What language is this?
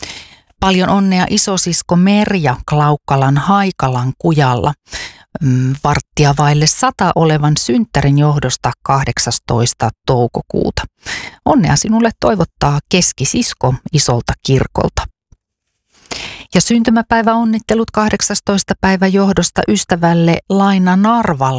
Finnish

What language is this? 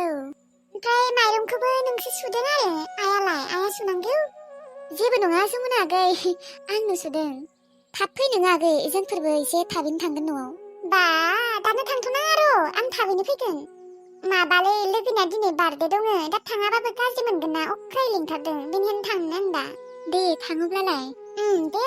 Bodo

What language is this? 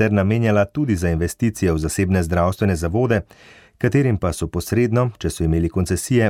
Slovenian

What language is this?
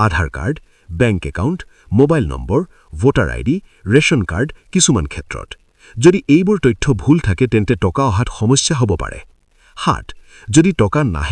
Assamese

